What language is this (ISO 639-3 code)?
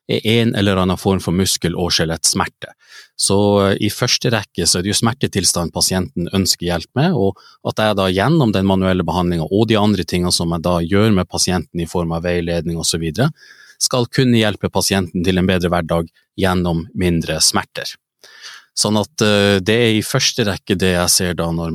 nor